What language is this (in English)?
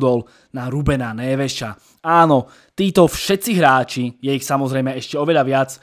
Slovak